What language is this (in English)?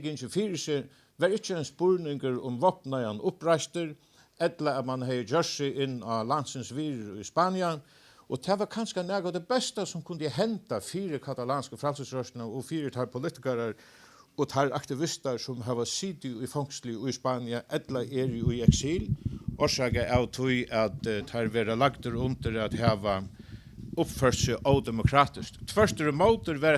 Faroese